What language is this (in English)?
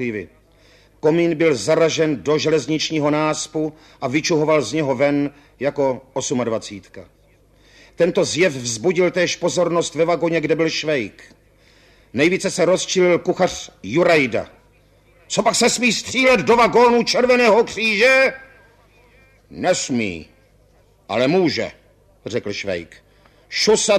Czech